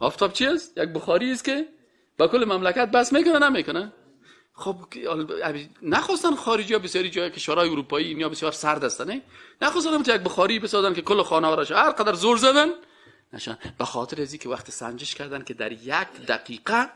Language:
Persian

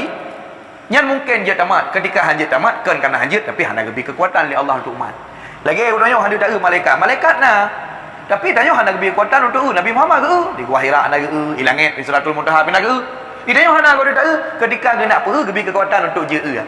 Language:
Achinese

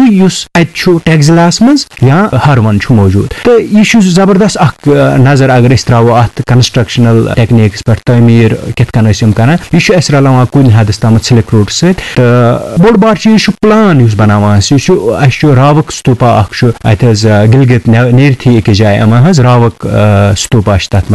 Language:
Kashmiri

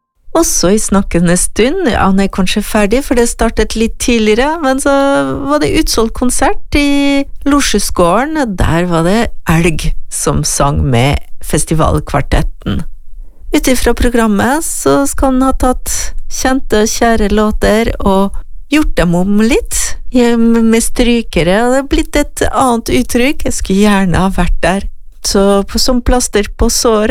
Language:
Norwegian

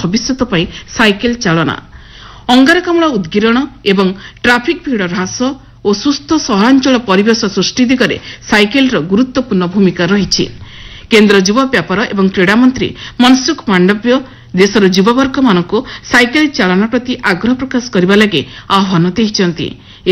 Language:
Odia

